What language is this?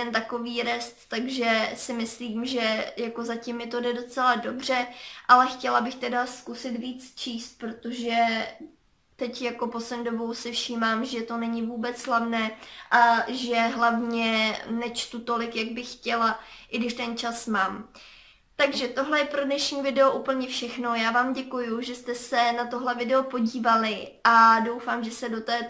Czech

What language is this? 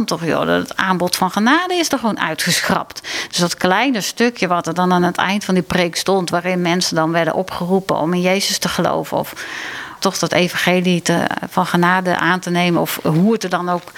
Dutch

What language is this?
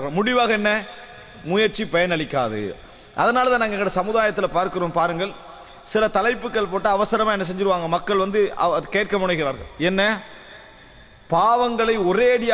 Tamil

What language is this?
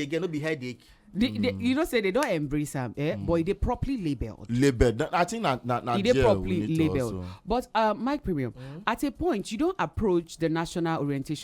Nigerian Pidgin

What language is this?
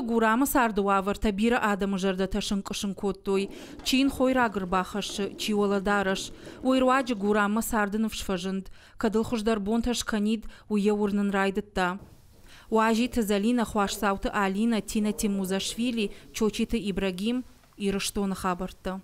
Ossetic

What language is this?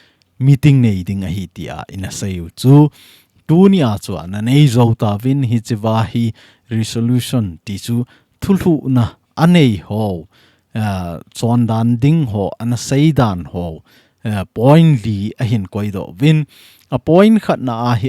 Thado Chin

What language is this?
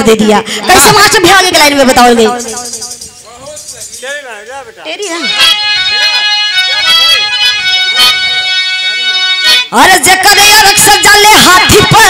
Bhojpuri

